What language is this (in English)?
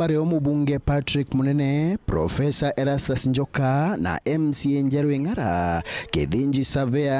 Meru